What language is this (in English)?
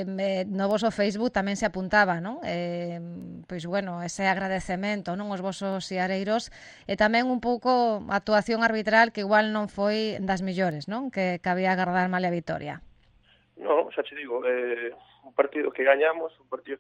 Galician